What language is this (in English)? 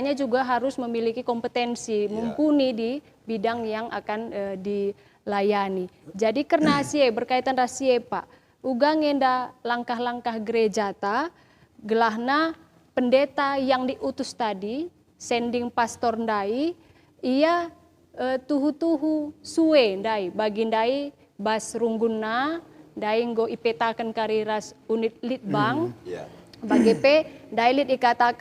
Batak Karo